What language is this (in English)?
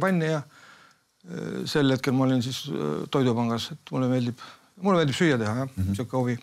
Estonian